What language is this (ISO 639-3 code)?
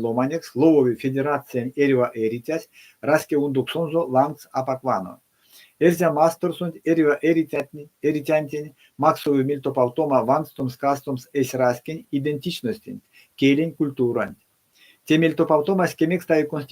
myv